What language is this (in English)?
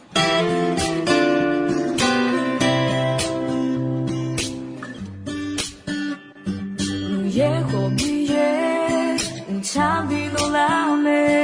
Akha